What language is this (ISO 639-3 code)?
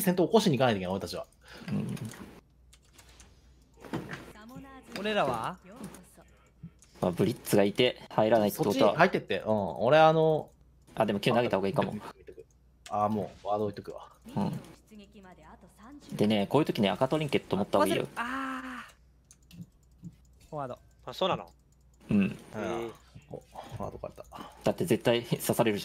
jpn